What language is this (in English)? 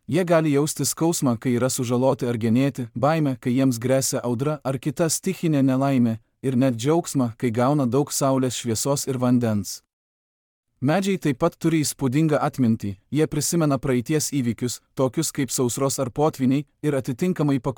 Lithuanian